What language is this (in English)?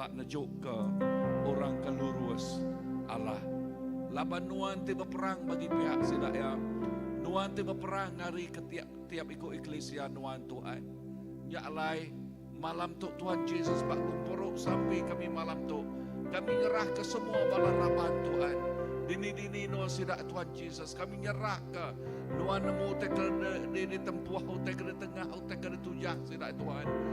Iban